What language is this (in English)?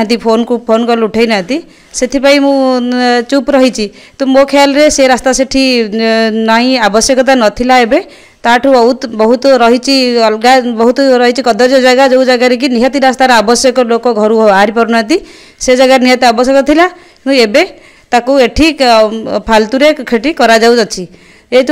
Odia